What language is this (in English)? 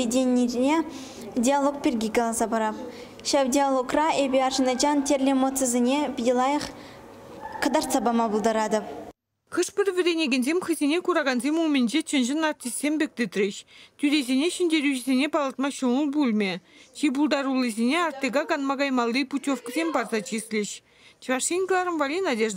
Chuvash